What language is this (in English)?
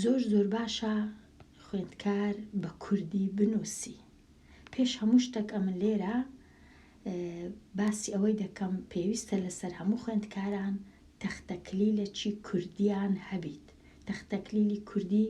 Central Kurdish